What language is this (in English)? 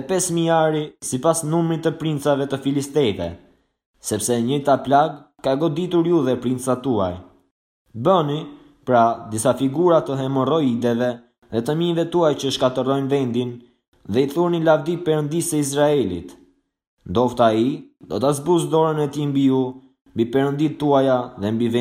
Albanian